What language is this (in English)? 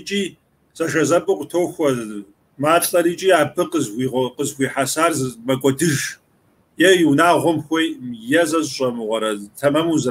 Kabardian